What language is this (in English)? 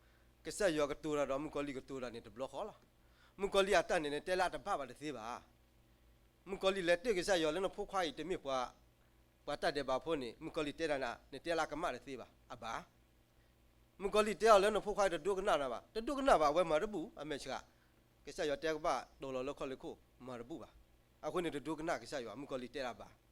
S'gaw Karen